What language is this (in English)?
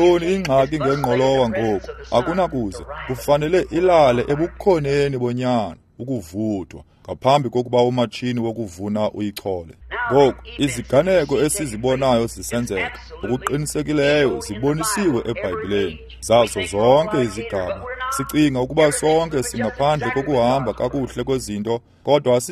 Xhosa